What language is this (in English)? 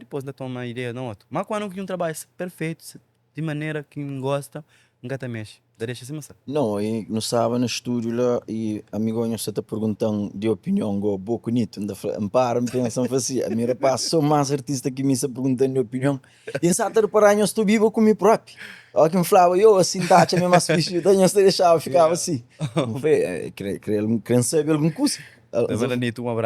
Kabuverdianu